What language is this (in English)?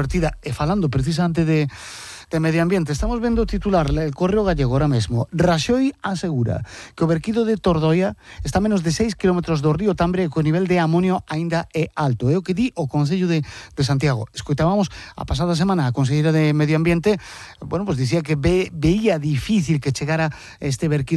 Galician